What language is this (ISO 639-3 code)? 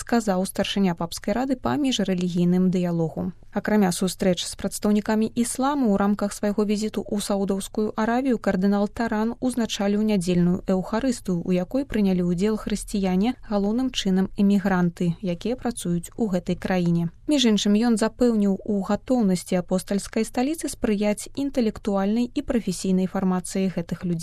bel